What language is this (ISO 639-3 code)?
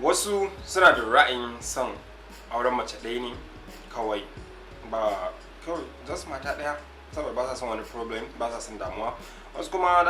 hau